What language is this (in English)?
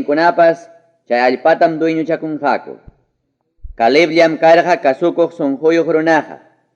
Ayacucho Quechua